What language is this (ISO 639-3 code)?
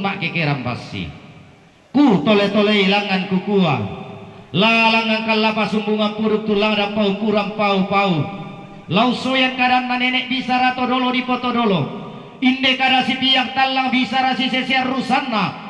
sda